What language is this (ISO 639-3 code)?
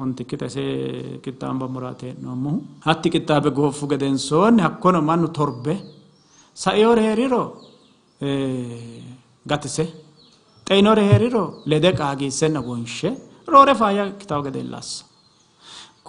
sid